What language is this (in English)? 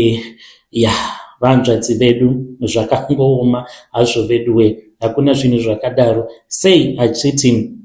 Shona